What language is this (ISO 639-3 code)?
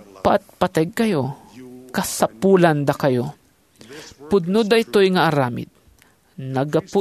ilo